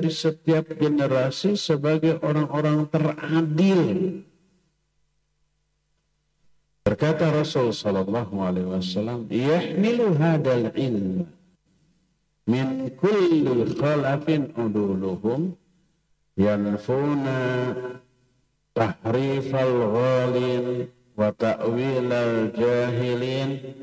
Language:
Indonesian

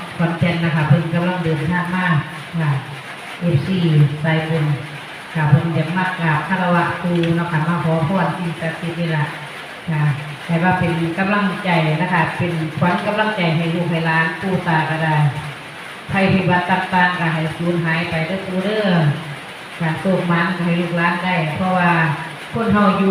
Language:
Northeastern Thai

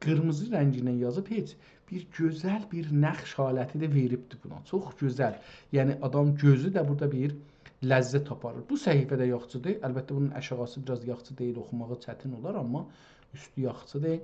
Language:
South Azerbaijani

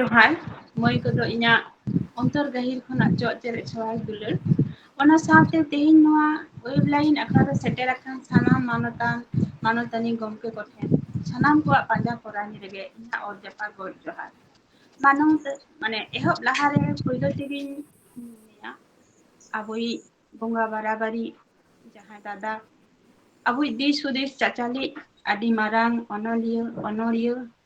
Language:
Santali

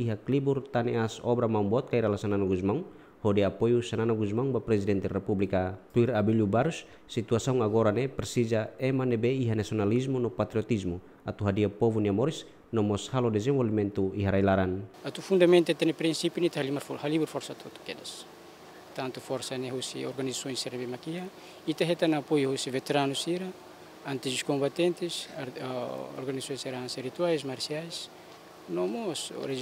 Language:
Tetum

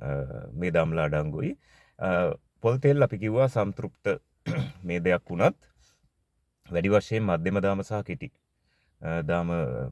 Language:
Sinhala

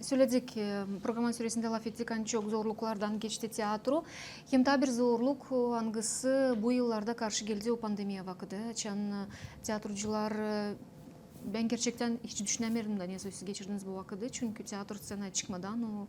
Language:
Gagauz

